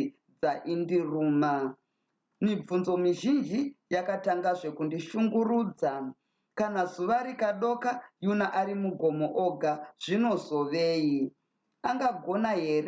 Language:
Shona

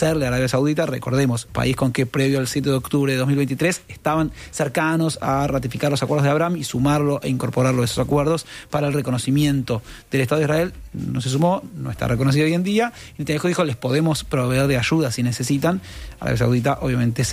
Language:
Spanish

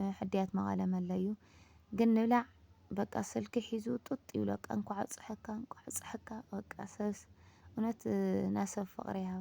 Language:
Tigrinya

